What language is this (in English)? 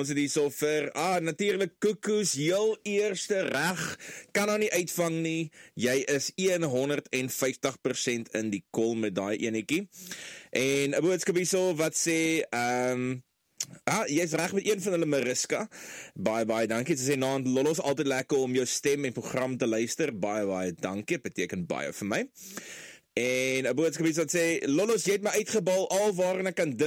Afrikaans